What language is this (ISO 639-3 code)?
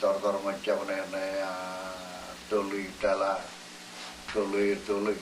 mah